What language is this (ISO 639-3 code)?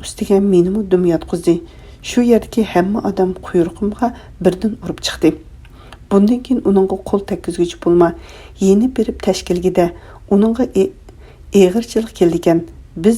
uig